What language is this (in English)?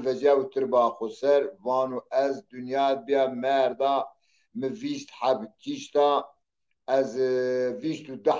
Zaza